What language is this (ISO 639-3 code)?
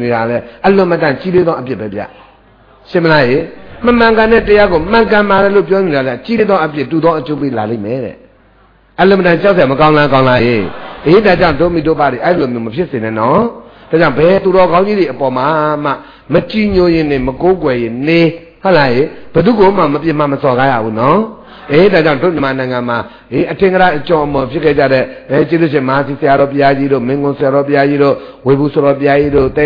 mya